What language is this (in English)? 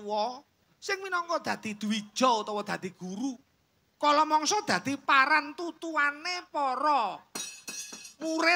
Javanese